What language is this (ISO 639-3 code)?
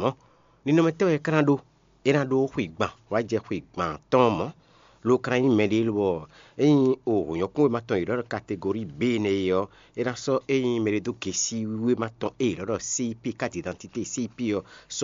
fon